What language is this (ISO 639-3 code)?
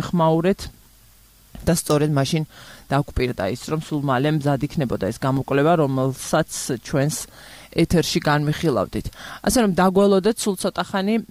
kat